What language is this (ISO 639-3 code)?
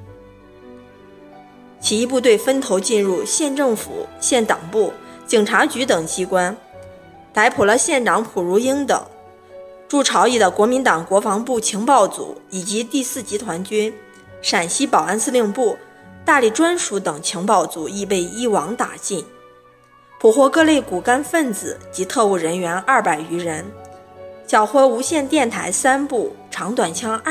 zho